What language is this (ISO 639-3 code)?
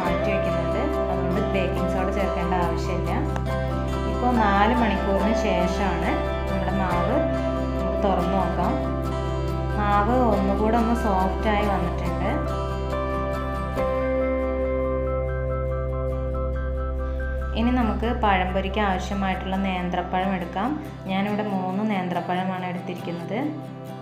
mal